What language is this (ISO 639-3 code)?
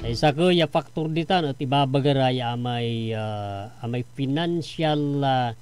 pag